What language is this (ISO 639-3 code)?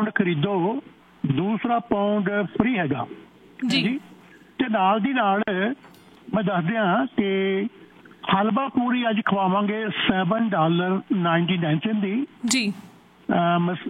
pan